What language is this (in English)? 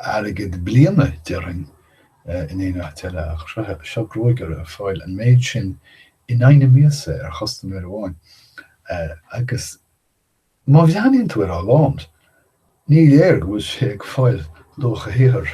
Irish